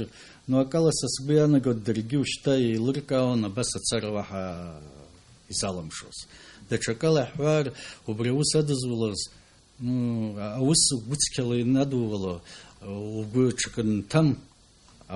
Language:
Abkhazian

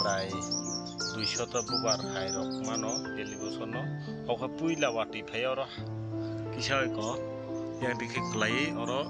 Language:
Kok Borok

